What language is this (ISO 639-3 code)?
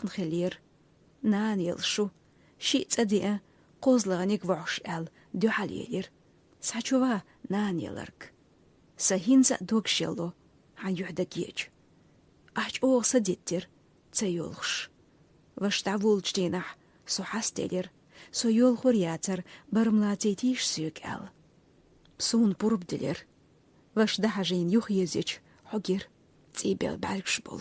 che